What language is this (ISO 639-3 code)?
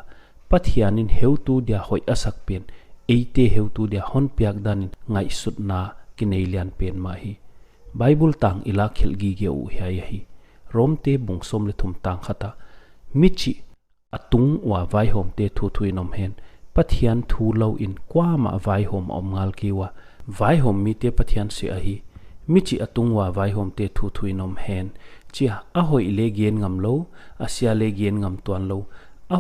pck